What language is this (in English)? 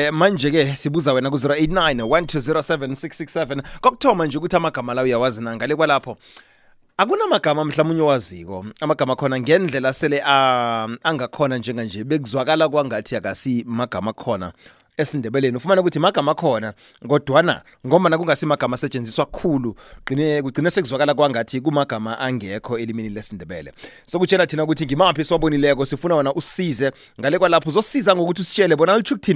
South Ndebele